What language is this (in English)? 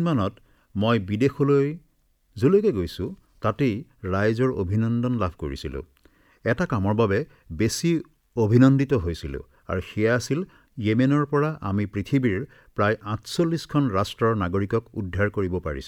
Assamese